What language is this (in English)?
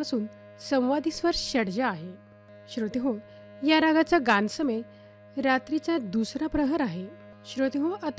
Marathi